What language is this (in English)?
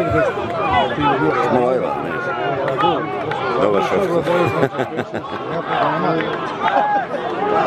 Croatian